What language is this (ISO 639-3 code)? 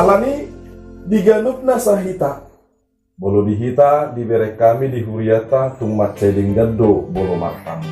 bbc